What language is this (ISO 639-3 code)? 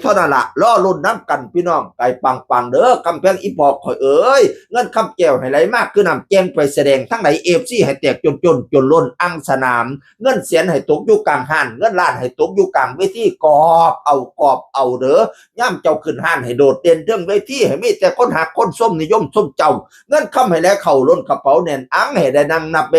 tts